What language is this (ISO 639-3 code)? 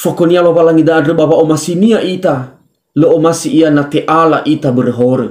nia